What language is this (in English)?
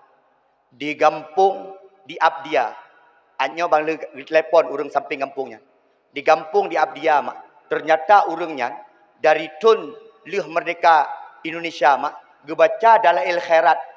Achinese